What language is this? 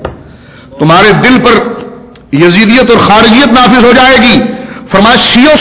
Urdu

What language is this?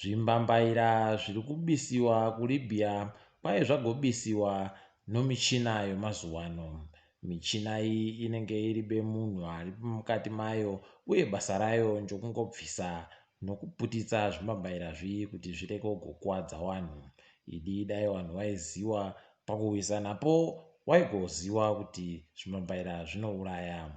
Ndau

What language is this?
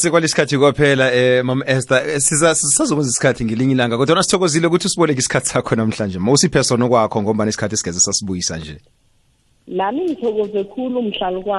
South Ndebele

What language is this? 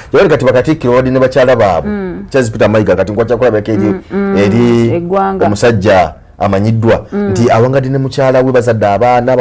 Ganda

